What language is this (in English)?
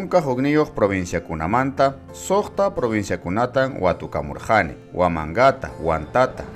Ayacucho Quechua